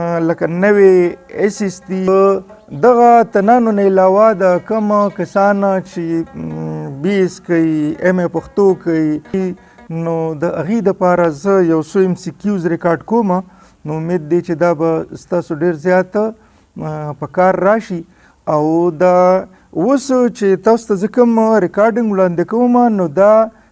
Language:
Pashto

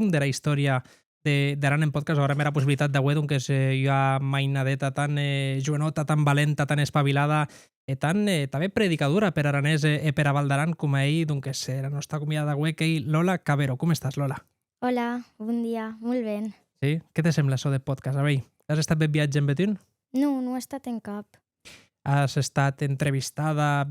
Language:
Occitan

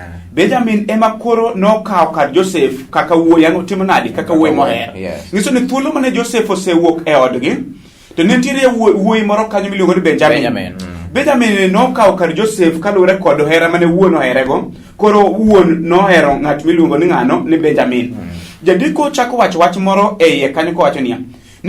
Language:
Luo (Kenya and Tanzania)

